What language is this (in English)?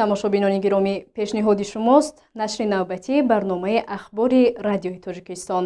Tajik